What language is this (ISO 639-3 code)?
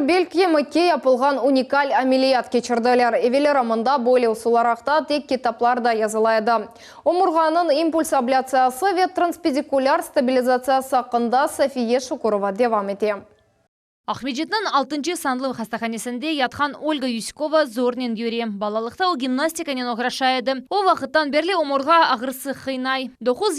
crh